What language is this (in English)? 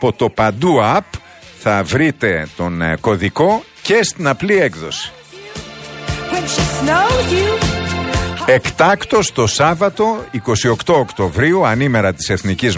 Greek